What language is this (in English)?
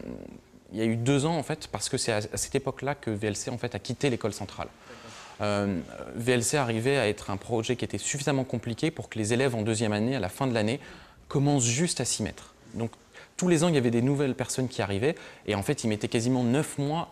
French